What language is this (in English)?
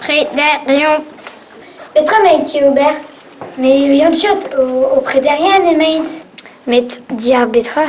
Breton